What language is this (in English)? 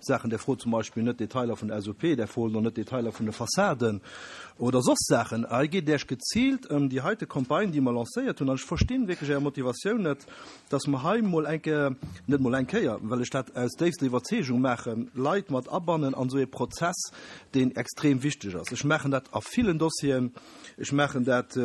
Luxembourgish